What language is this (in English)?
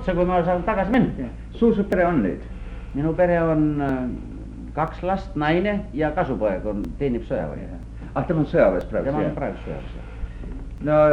Estonian